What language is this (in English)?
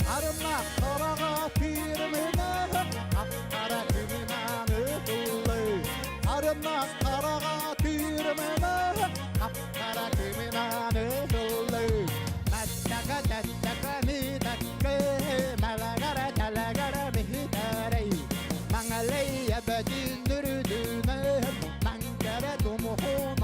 Yakut